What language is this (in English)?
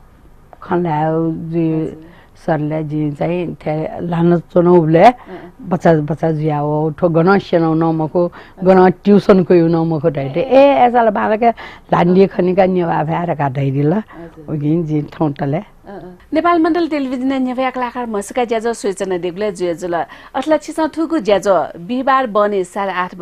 Newari